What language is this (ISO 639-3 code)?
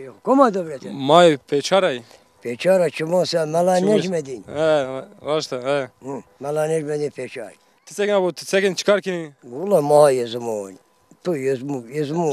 zza